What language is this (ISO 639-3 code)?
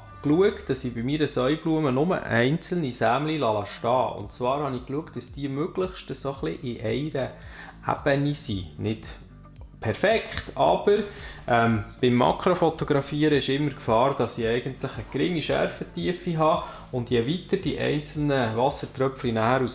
gsw